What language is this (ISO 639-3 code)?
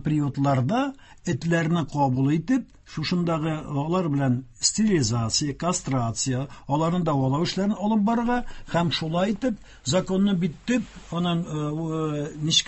tat